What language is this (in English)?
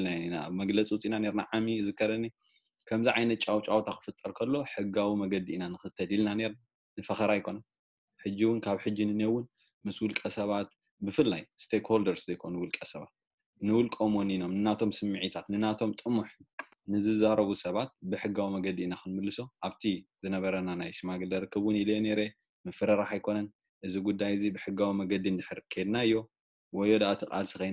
Tigrinya